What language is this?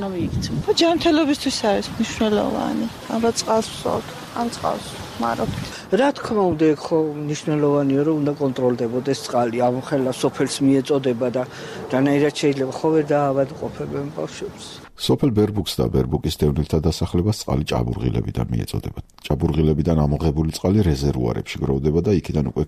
Georgian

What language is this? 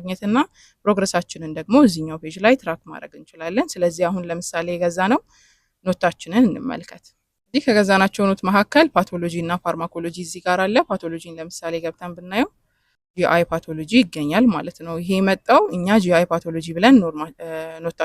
Amharic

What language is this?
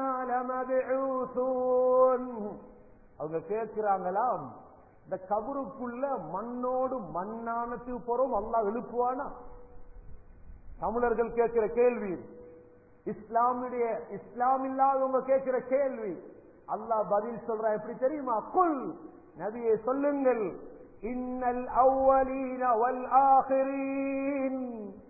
Tamil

